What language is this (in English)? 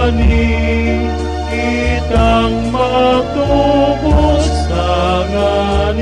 Bikol